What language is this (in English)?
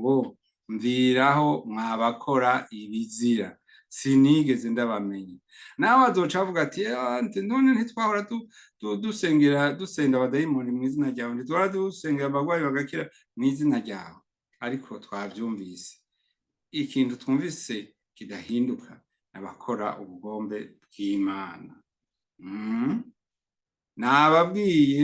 Rundi